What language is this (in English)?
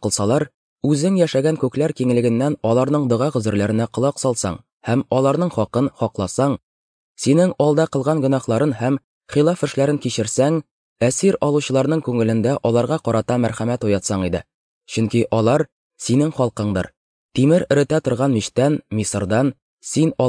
Tatar